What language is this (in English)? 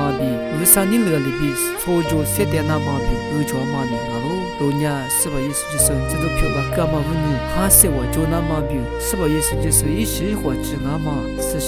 Lisu